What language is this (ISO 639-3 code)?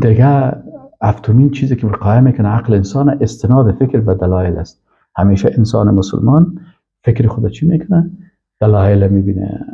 fas